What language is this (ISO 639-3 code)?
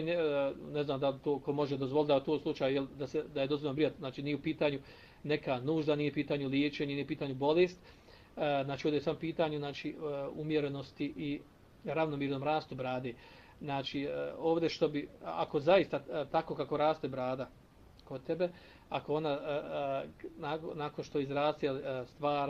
bos